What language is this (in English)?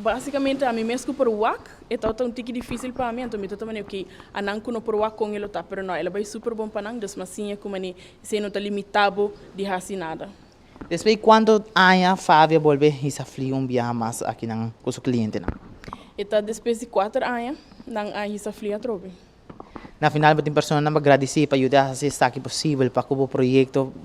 Papiamento